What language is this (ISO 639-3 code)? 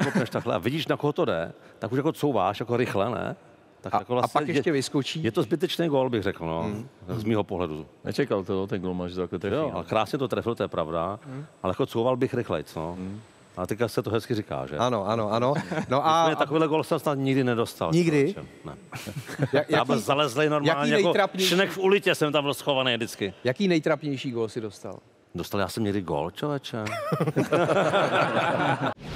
ces